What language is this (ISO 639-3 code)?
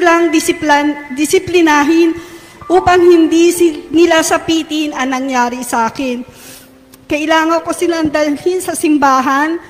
fil